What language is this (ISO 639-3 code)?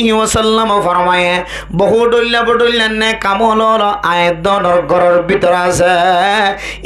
rhg